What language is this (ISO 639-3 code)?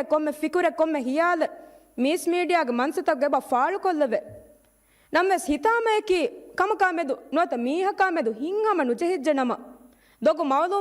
div